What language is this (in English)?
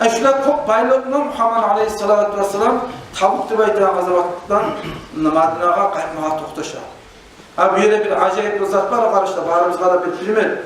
Kumyk